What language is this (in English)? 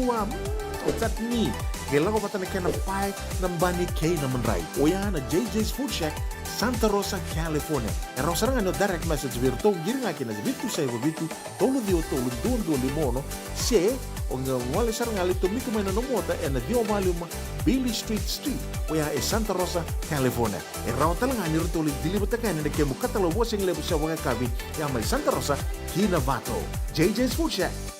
Fijian